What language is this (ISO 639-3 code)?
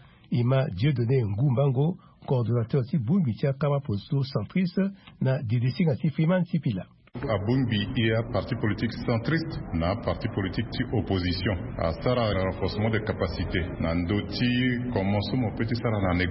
sag